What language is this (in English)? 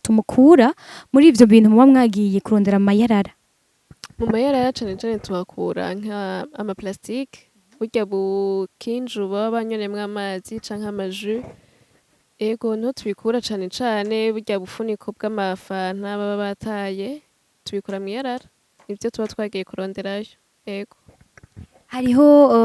Rundi